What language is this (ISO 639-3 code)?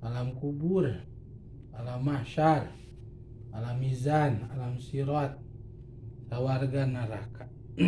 sun